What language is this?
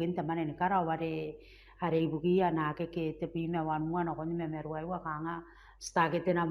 Gilbertese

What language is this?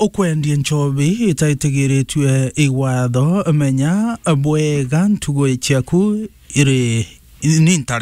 Meru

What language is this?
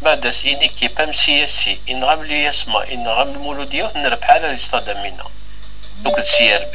Kabyle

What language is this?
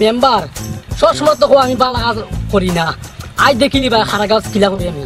Sylheti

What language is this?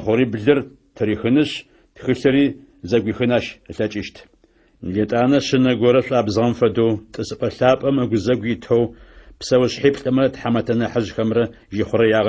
Adyghe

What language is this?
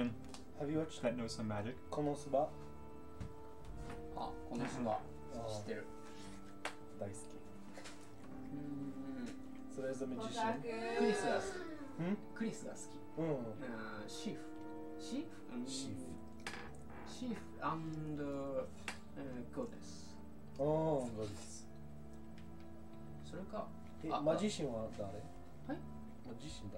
Japanese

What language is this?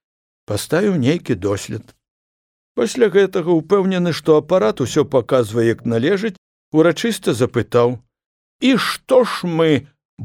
Belarusian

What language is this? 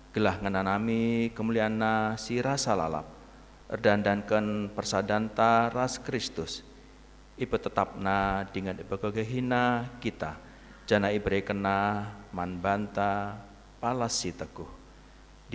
Batak Karo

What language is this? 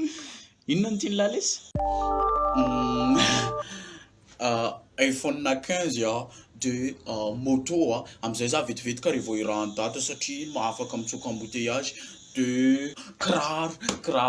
Malagasy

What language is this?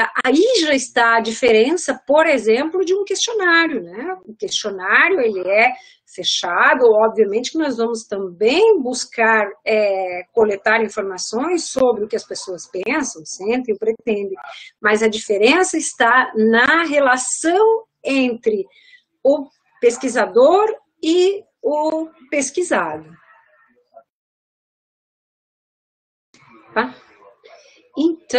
Portuguese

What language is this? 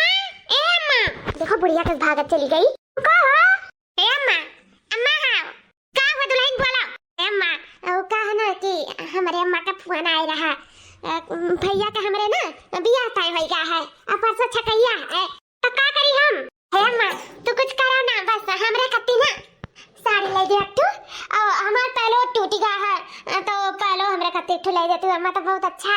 Awadhi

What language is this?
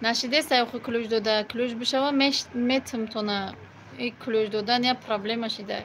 Tajik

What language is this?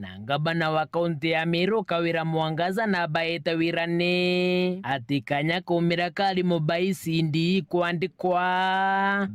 Meru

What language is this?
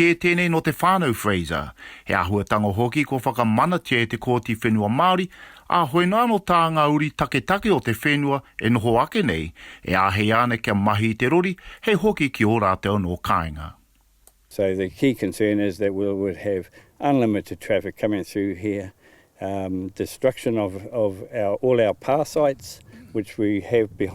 Māori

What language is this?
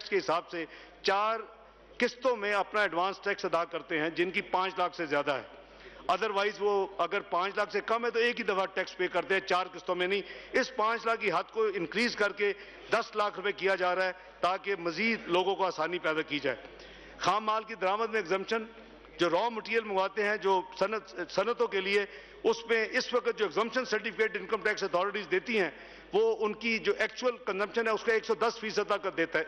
Urdu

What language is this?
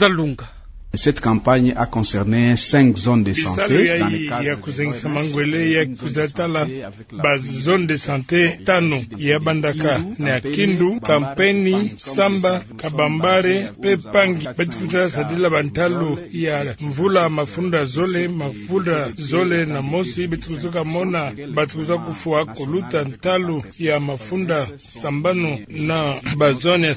Kituba (Democratic Republic of Congo)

